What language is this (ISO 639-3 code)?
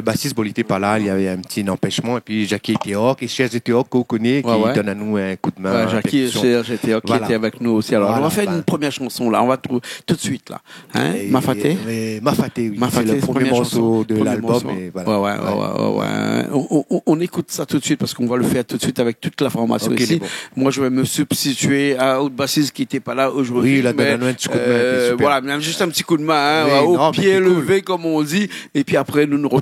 rcf